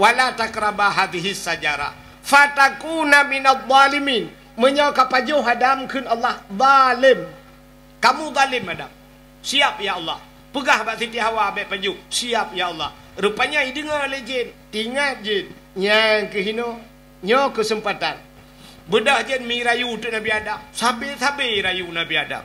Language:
Achinese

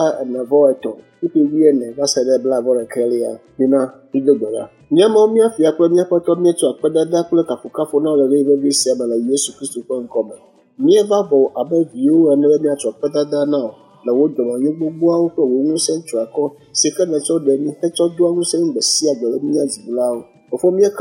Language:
Ewe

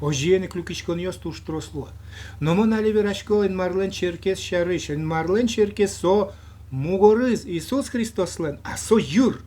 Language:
Udmurt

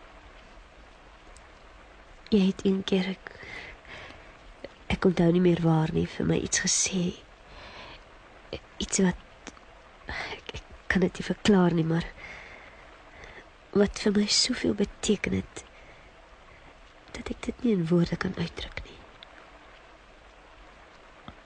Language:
Afrikaans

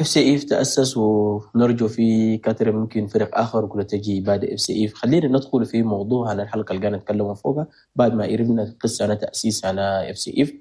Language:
Chadian Arabic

